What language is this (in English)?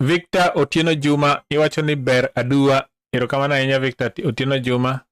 Luo (Kenya and Tanzania)